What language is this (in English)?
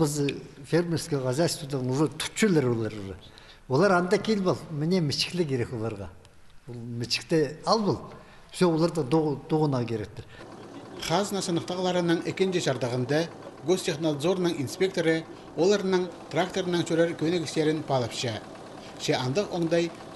Khakas